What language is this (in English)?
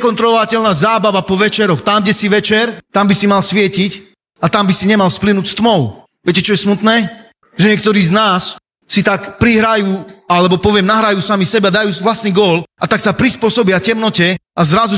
Slovak